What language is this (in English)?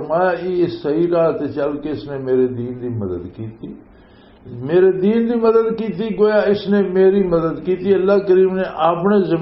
Western Panjabi